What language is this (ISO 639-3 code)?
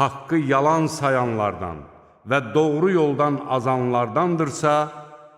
aze